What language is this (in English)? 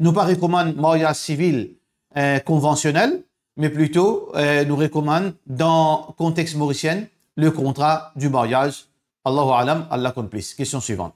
Morisyen